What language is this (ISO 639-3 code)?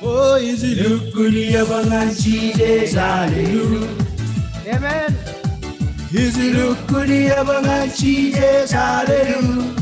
mah